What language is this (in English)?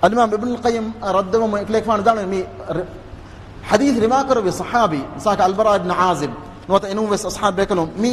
Divehi